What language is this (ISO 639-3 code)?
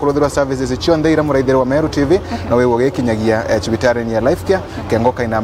mer